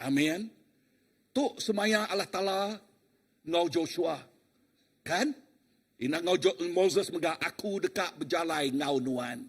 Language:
Iban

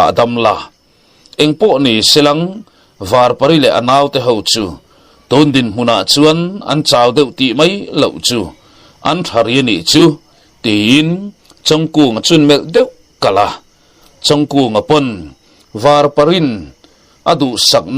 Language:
Mizo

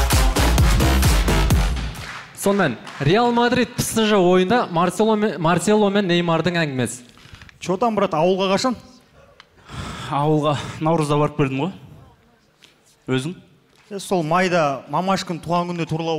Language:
Kazakh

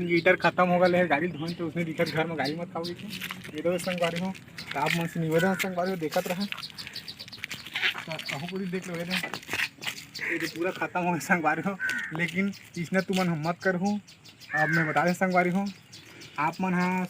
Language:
Chhattisgarhi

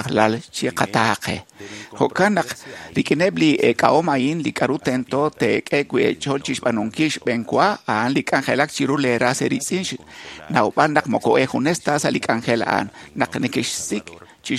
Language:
Kekchí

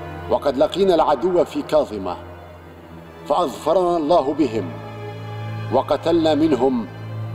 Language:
Arabic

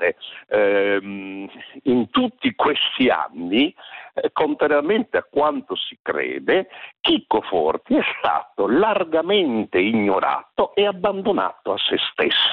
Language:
Italian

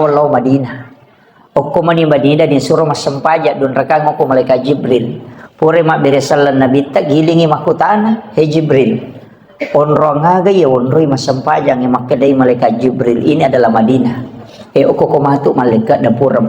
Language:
Buginese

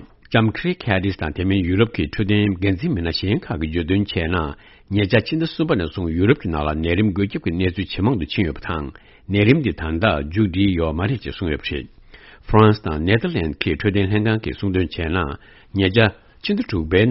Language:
Tibetan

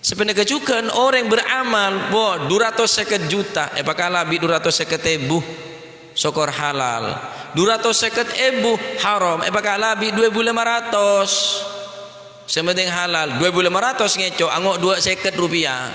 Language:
Madurese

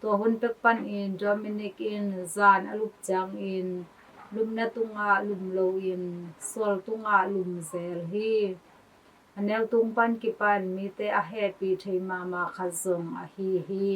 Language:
Tedim Chin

